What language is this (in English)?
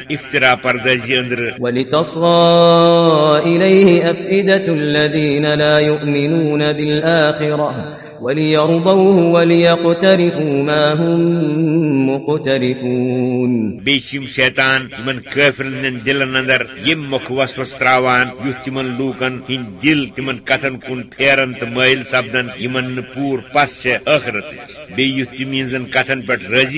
Kashmiri